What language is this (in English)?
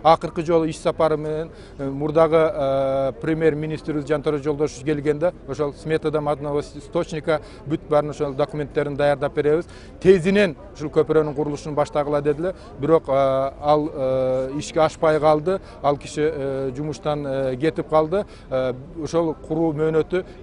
Kyrgyz